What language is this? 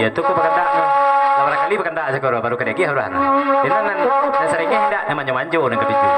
Minangkabau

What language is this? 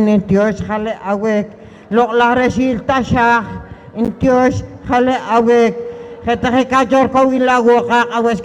Poqomchi'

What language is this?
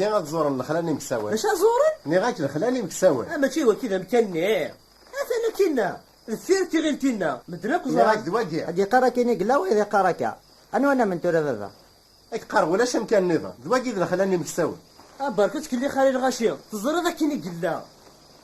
Kabyle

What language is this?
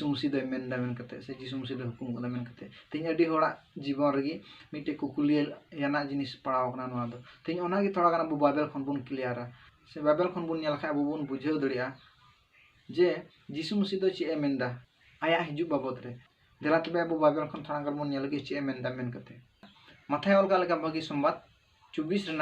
Santali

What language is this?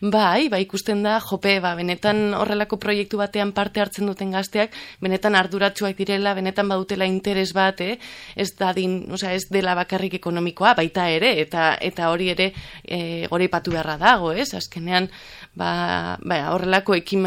Basque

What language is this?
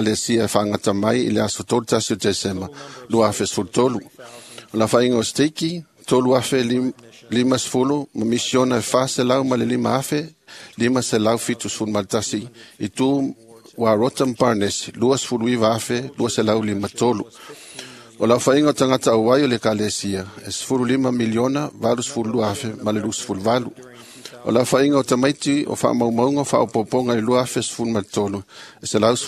Samoan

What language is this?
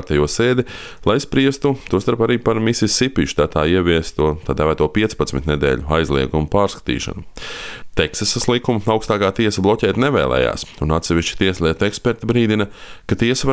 Latvian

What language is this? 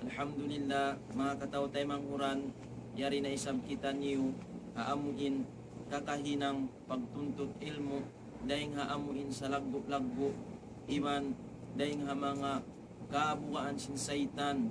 Tausug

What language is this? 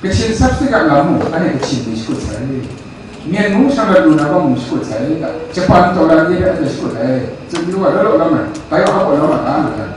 Kachin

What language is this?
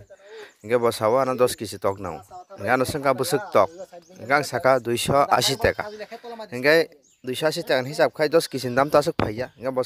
Kok Borok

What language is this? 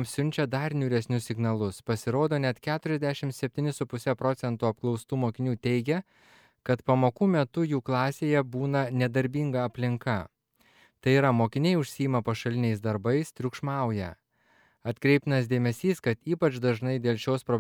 Lithuanian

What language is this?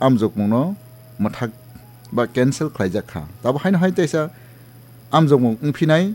Kok Borok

